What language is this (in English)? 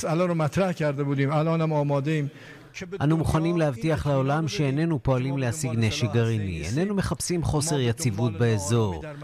Hebrew